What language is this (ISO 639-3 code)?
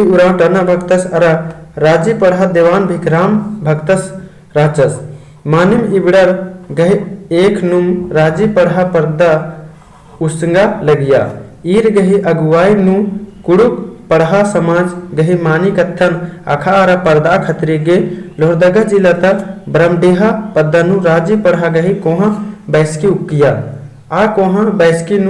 kru